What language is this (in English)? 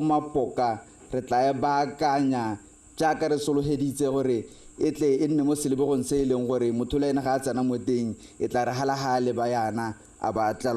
Tswana